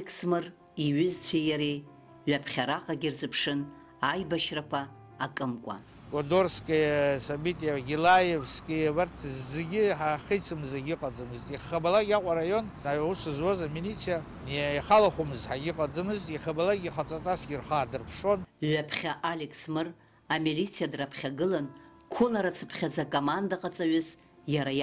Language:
Abkhazian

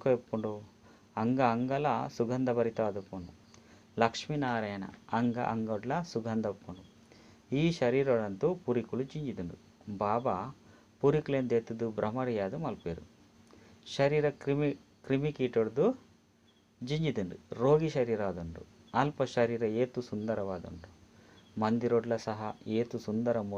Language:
Tulu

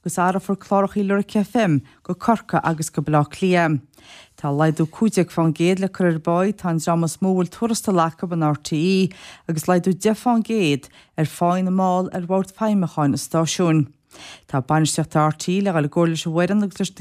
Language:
Irish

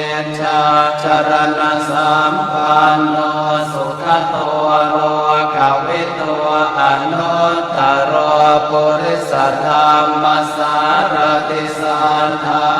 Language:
Pali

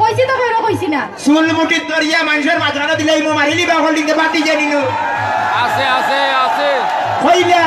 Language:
Sylheti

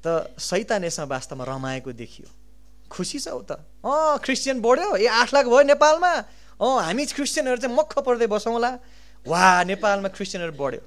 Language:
Nepali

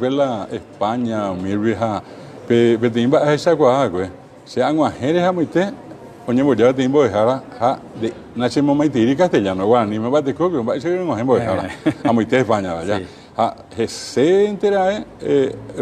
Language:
Guarani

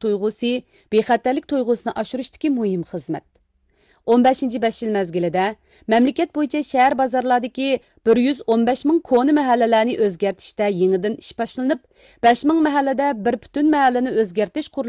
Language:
Uyghur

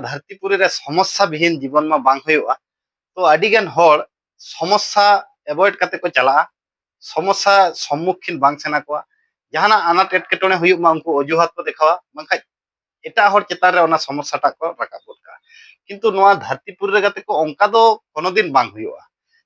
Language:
Santali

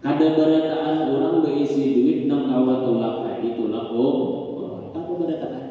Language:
Banjar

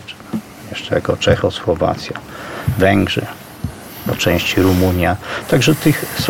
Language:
Polish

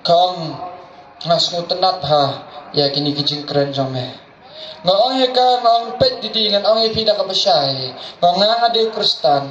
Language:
Khasi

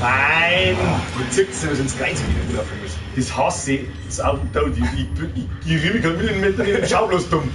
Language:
Bavarian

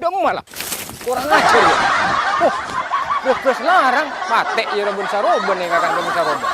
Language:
Madurese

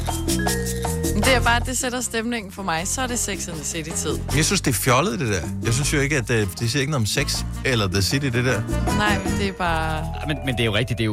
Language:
Danish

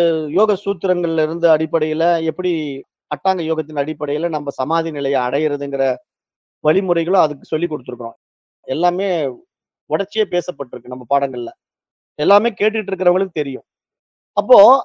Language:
Tamil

